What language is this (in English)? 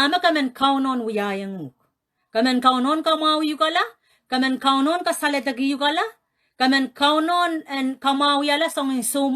Pohnpeian